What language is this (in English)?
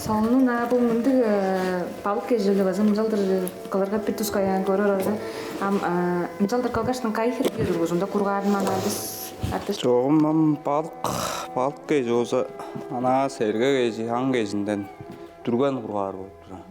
Tuvinian